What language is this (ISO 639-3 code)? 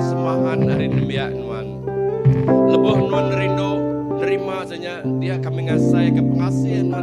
iba